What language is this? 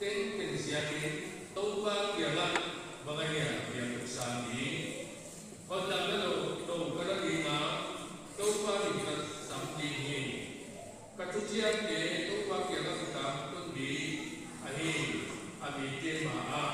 Paite Chin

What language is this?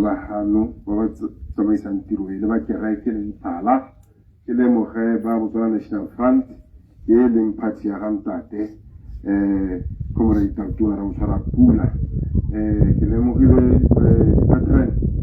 Tswana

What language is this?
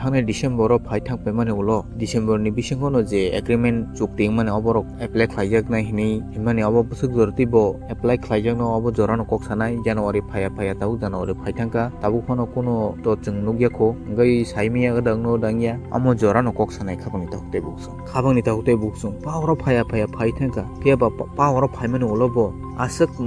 Kok Borok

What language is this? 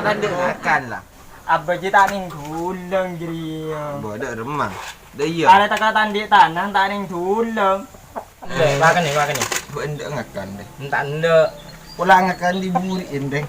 Madurese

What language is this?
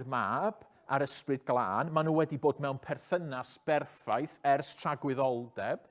Welsh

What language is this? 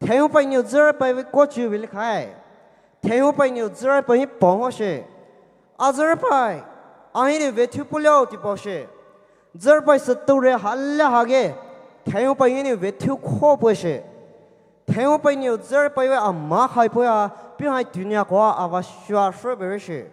Poumei Naga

